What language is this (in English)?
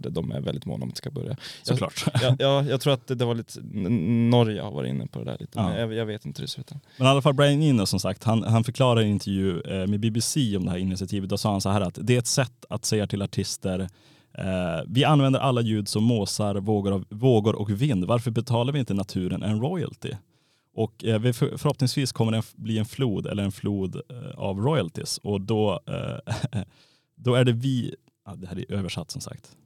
Swedish